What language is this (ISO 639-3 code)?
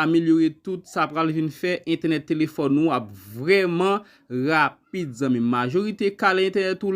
hat